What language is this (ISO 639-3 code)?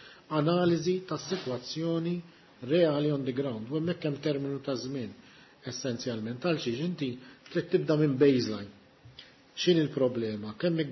mlt